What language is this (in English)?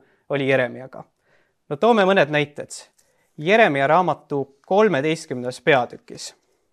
Estonian